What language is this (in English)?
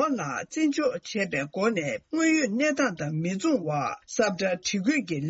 Tibetan